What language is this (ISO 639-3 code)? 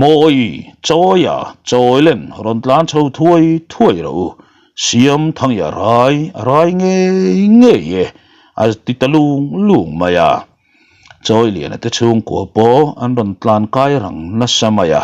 lus